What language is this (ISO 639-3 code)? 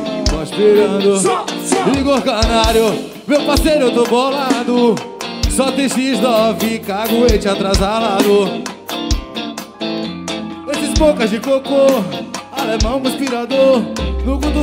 por